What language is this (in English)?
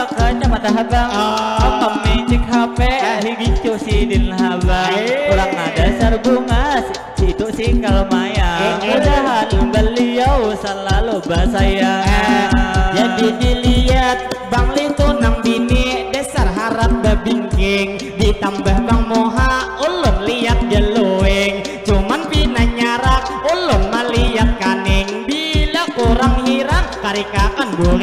Banjar